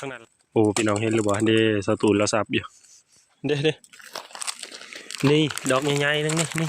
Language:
Northeastern Thai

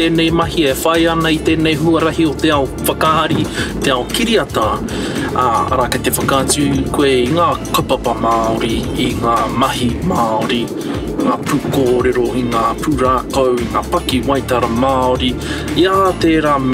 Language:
Māori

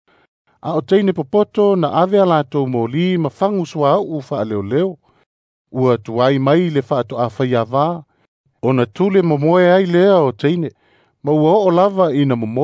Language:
Samoan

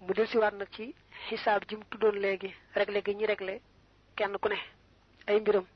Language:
Wolof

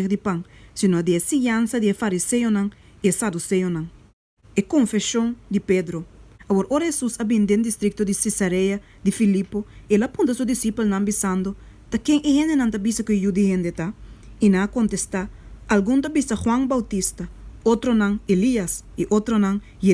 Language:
Papiamento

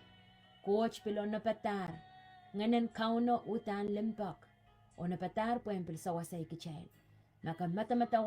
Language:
Pohnpeian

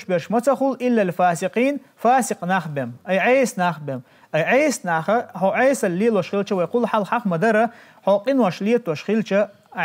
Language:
Chechen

